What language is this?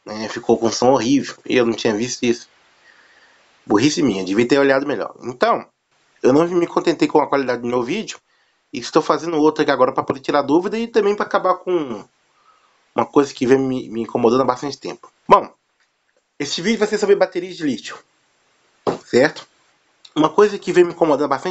Portuguese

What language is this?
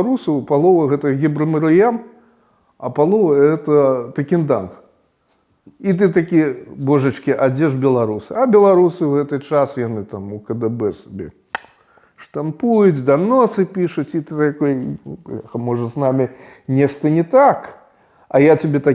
Belarusian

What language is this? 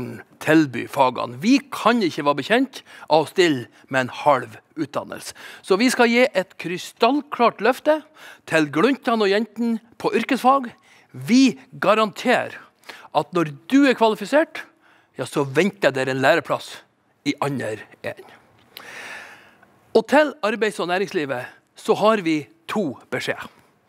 Norwegian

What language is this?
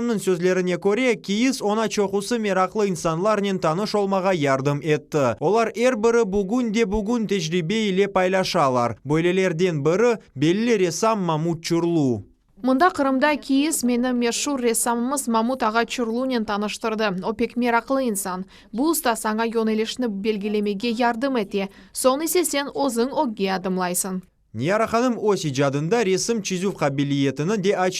Crimean Tatar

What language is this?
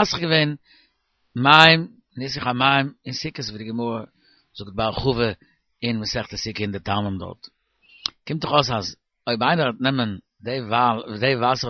Yiddish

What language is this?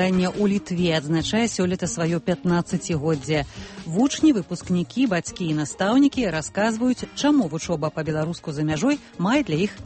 Belarusian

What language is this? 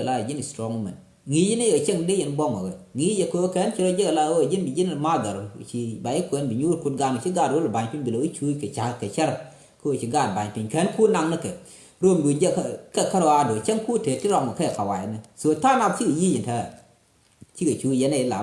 Nuer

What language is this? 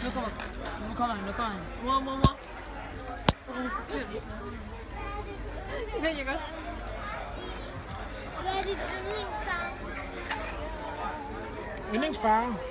Danish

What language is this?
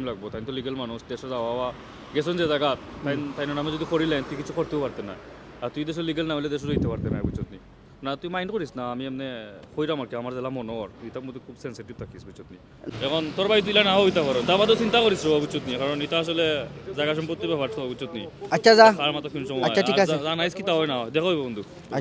Sylheti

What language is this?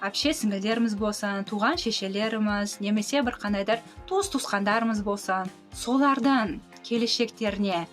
Kazakh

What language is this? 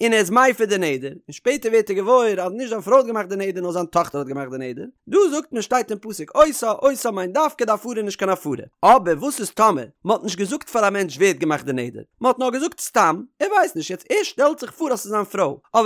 Yiddish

